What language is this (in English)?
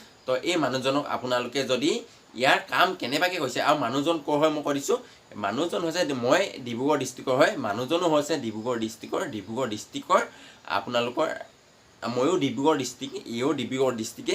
Assamese